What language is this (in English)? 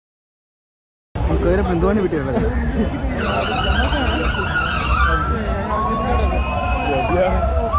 Kannada